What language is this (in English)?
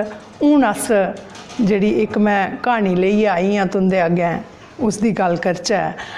Dogri